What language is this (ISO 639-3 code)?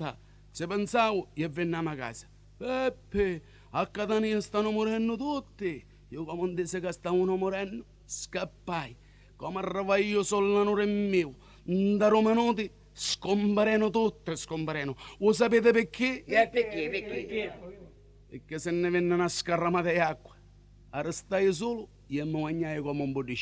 nap